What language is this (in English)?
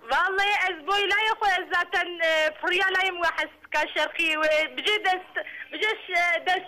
Kurdish